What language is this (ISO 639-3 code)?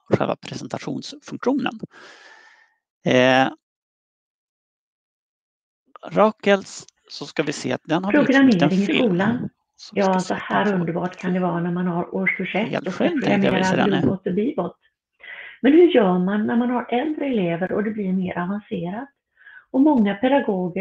swe